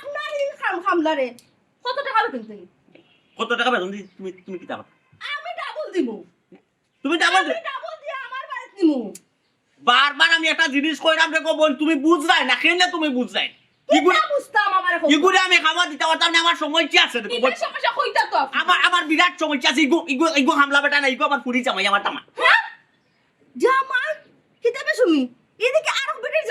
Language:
Sylheti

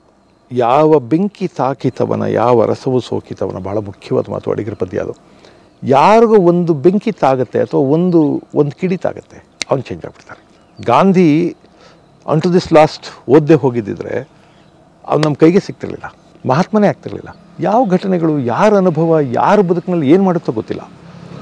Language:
Kannada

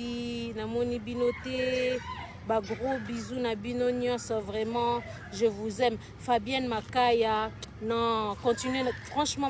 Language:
Lingala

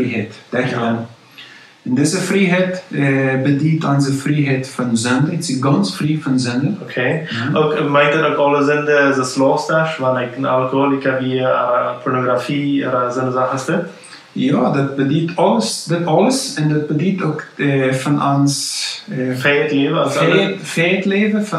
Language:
Plautdietsch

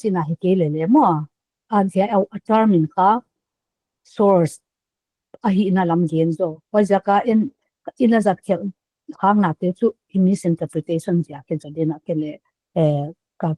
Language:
Paite Chin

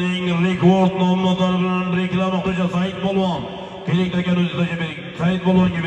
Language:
Uzbek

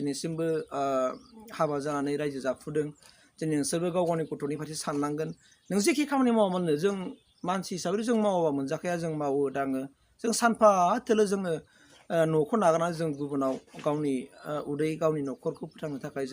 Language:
Bodo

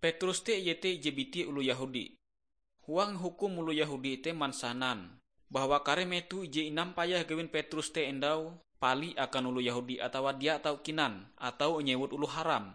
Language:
Ngaju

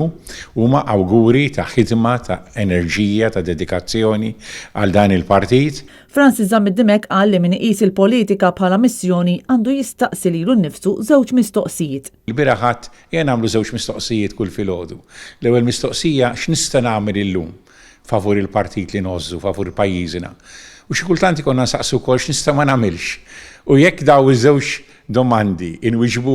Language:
Maltese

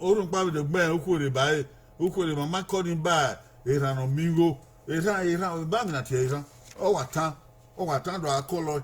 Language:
Bini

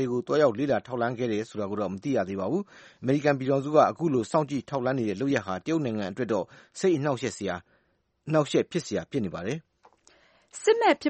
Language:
Burmese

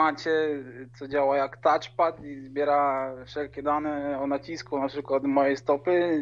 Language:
Polish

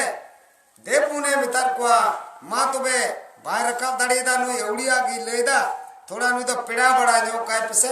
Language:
Santali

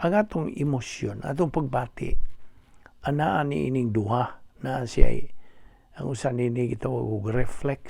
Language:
Cebuano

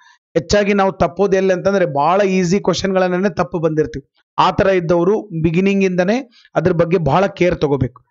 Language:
Kannada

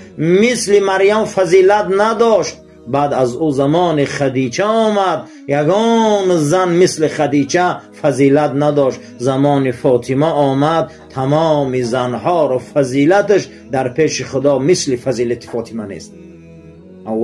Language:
Tajik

